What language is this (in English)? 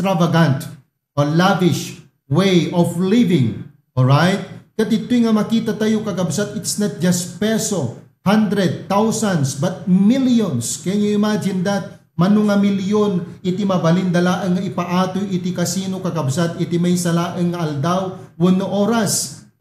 Iloko